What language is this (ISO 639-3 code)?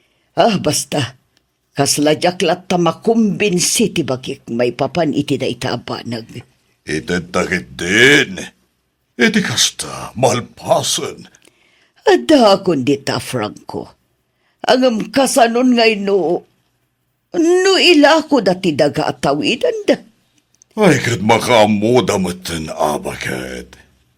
ilo